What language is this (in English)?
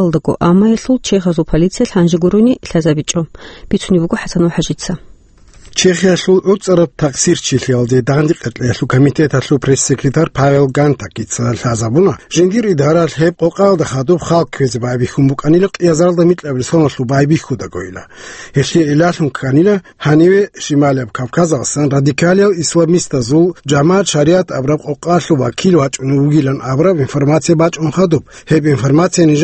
Avaric